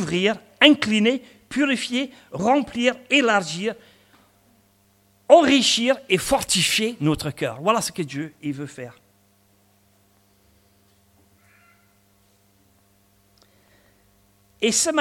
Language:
French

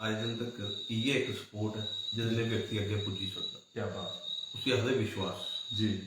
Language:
Dogri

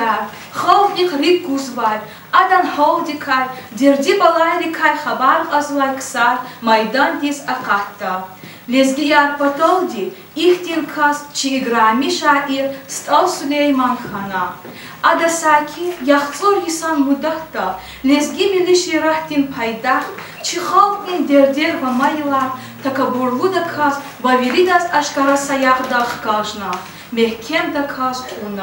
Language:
Lezghian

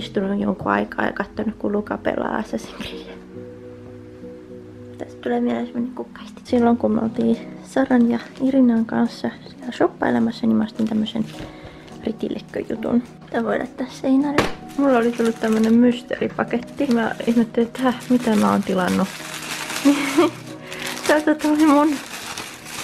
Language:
Finnish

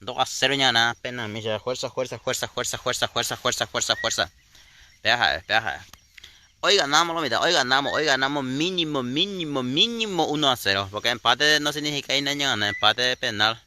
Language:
Guarani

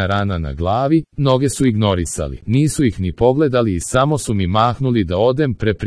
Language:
Serbian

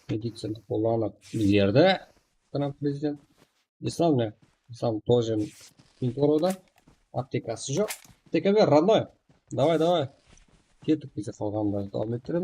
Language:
Kara-Kalpak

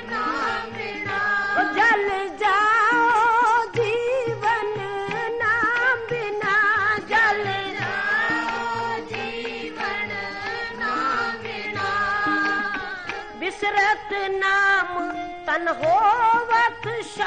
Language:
Hindi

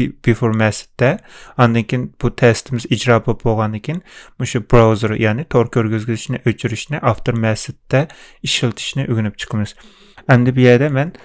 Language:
Uyghur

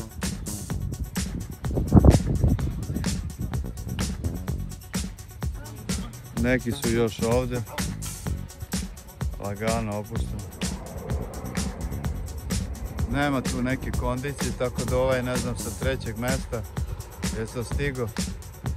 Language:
Serbian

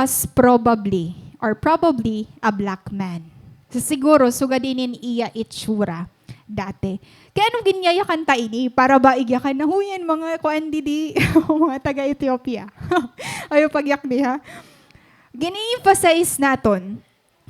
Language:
Waray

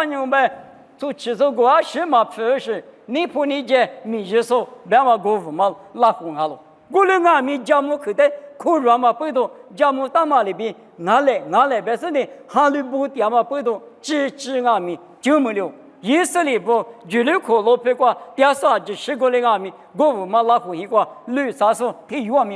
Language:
Lisu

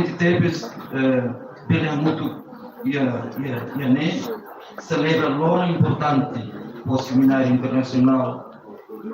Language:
Tetum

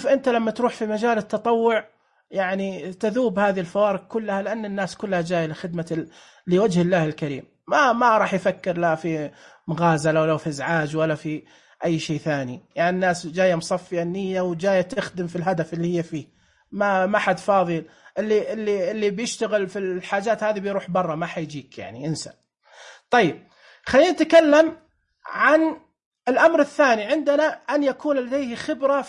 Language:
Najdi Arabic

